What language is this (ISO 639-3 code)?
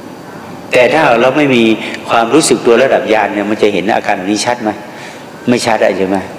tha